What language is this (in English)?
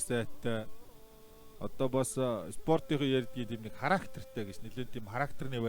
Mongolian